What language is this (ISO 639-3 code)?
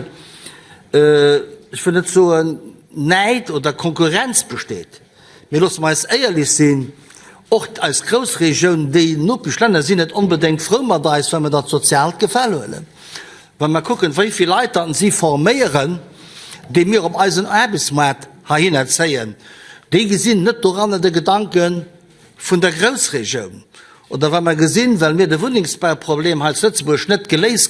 ltz